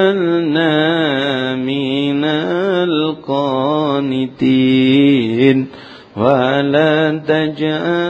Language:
Javanese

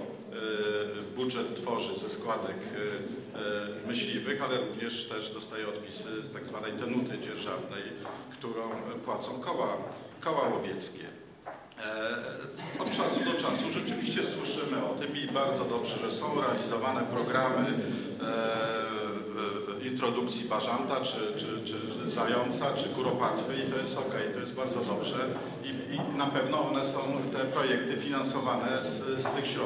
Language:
Polish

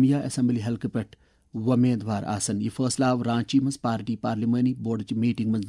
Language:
Kashmiri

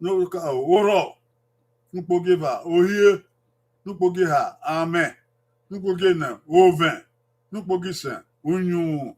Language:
Bini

